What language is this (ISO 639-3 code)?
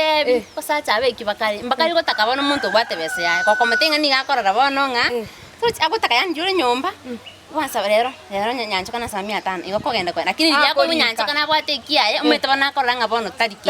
guz